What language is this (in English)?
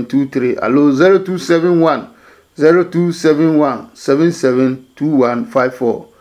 Adangme